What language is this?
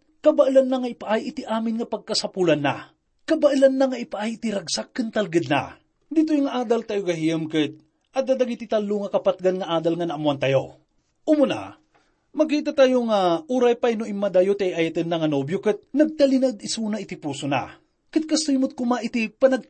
Iloko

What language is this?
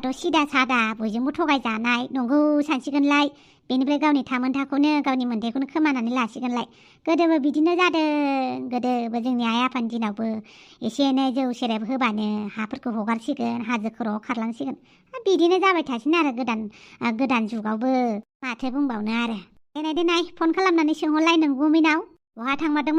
Bodo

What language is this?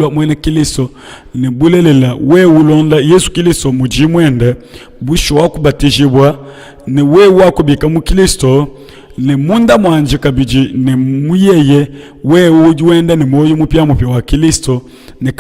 Luba-Lulua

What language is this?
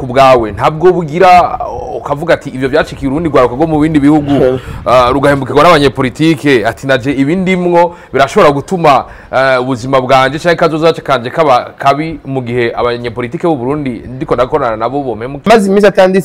Rundi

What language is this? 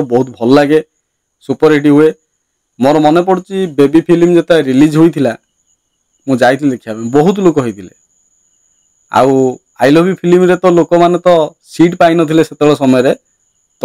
Odia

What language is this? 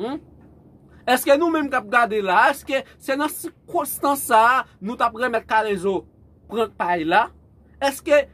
Haitian Creole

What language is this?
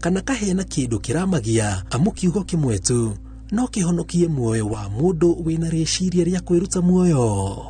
Kikuyu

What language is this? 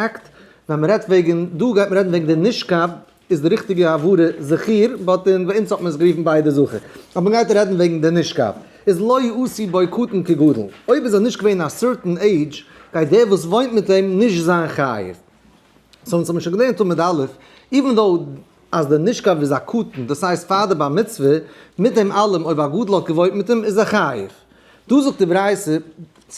Yiddish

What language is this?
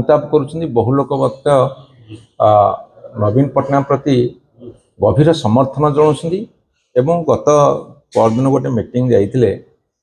Odia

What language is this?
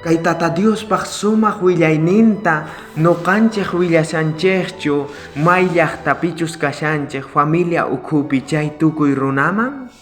South Bolivian Quechua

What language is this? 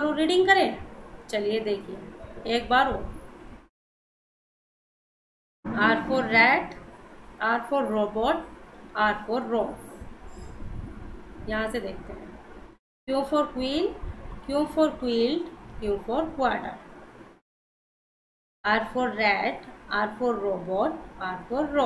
Hindi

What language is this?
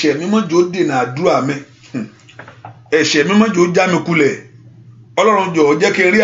Yoruba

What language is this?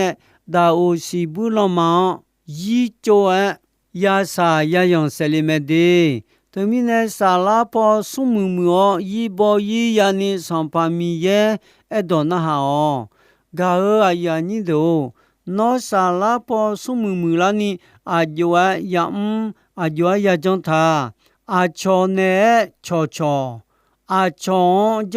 Akha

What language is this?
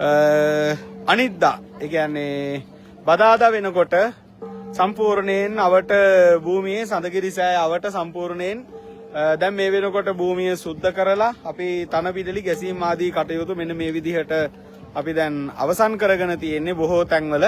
Sinhala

